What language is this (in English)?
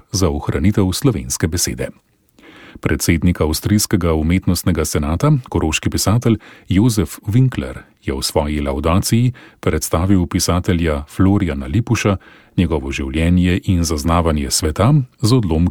Slovenian